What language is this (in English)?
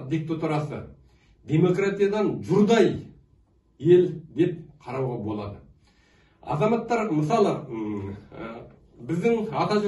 Kazakh